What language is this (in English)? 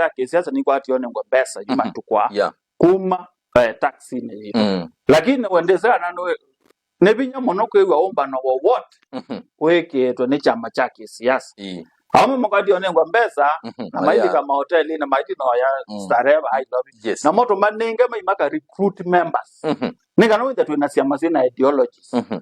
Kamba